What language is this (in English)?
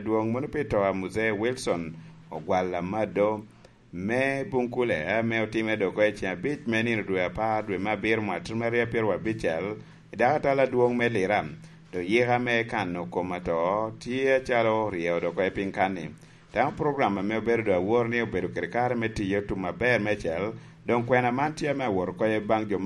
Lango (Uganda)